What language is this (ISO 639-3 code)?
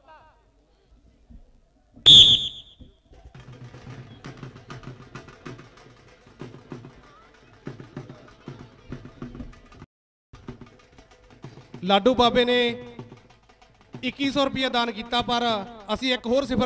pan